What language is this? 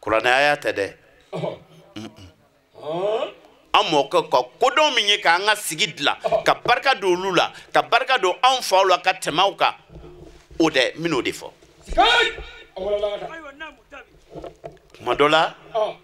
Bambara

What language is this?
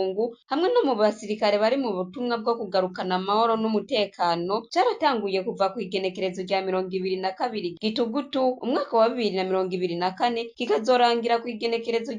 Rundi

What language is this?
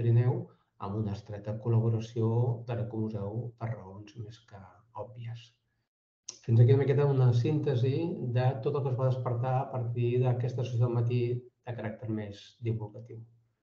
Catalan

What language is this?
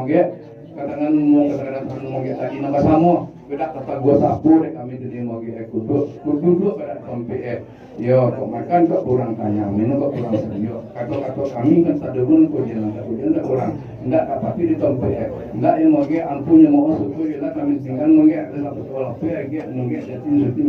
Minangkabau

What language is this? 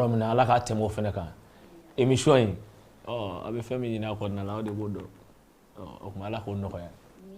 Bambara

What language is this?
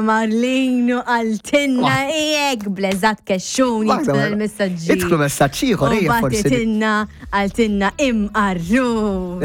Maltese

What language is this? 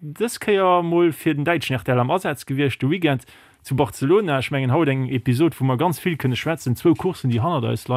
Luxembourgish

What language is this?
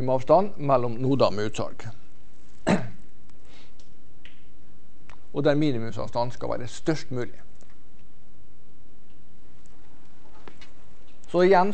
Norwegian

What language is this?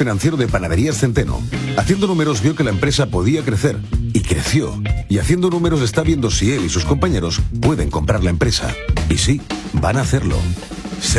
Spanish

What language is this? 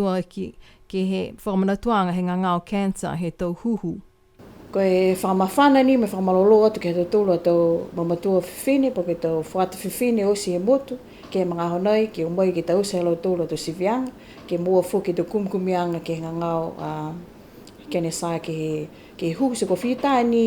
Niuean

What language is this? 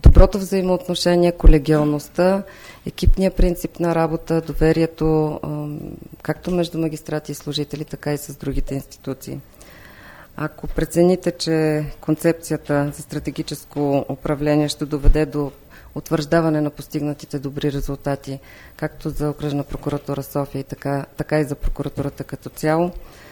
Bulgarian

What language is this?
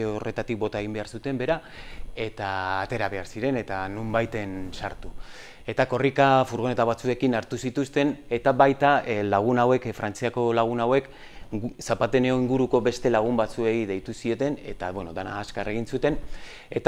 Basque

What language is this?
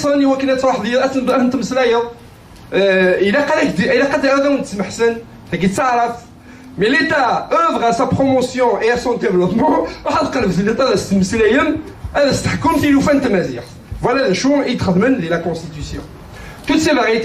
Kabyle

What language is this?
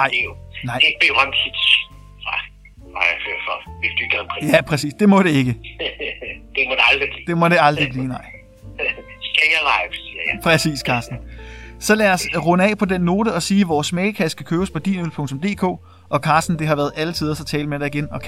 Danish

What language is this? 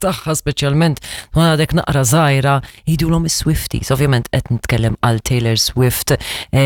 Maltese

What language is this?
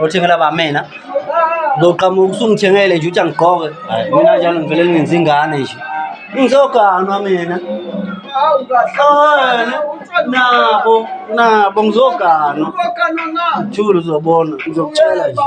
Zulu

